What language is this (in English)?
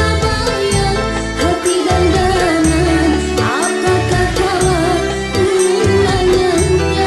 Banjar